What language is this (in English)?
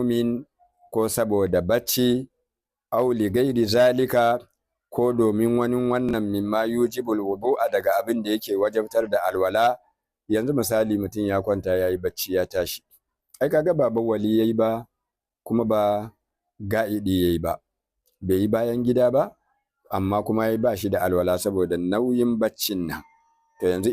Hausa